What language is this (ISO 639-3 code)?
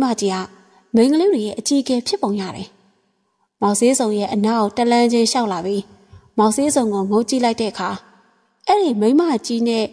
mya